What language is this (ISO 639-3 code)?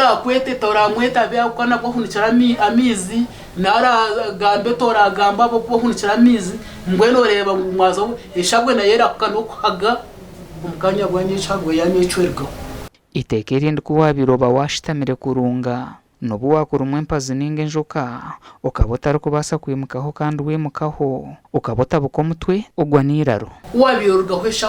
nyn